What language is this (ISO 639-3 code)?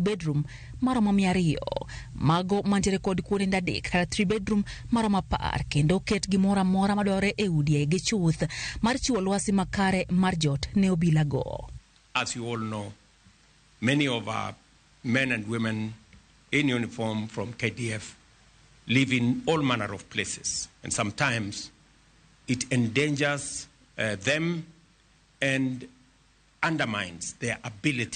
luo